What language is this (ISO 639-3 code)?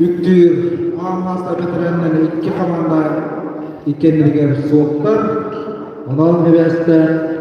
sah